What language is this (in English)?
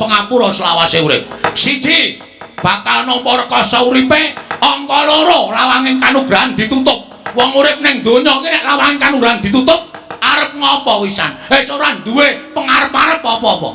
Javanese